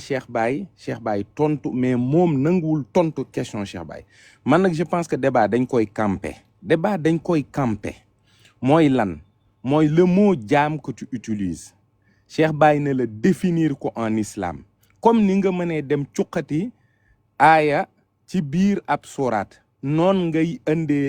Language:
Wolof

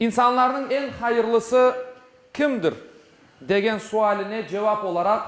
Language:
Crimean Tatar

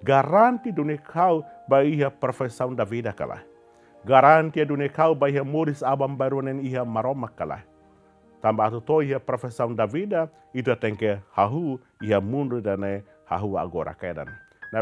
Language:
Tetum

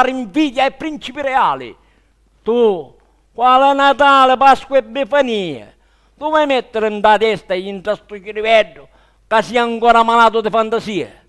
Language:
Sicilian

